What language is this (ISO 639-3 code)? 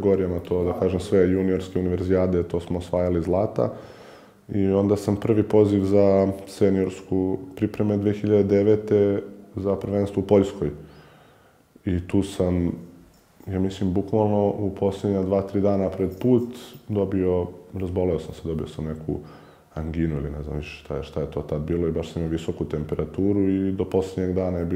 srp